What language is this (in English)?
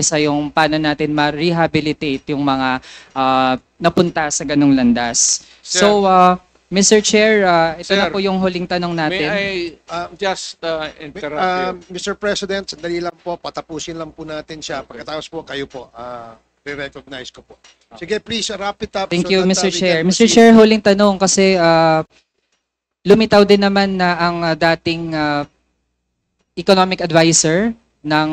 Filipino